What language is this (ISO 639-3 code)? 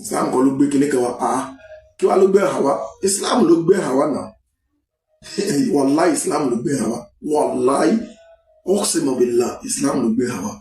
yor